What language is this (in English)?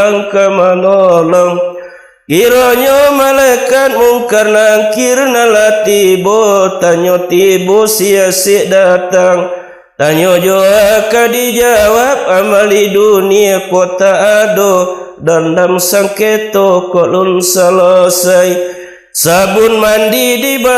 Minangkabau